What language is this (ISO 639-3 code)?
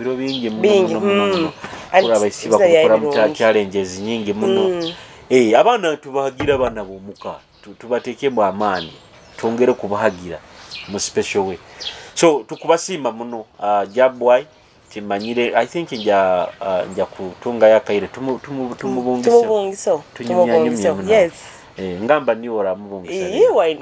nyo